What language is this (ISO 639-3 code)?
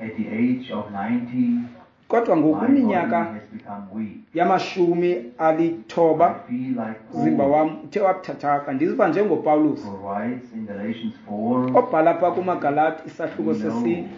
xho